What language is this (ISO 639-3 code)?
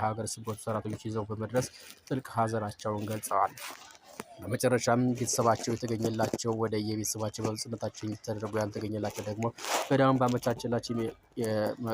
amh